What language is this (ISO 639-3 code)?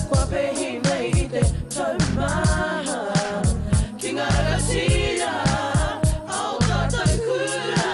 mri